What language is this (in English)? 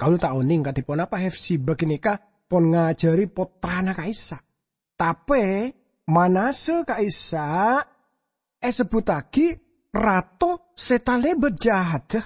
Madurese